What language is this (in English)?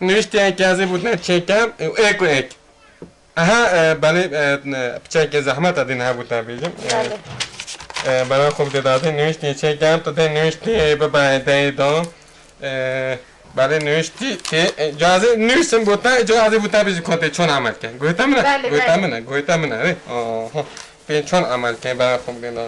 Kurdish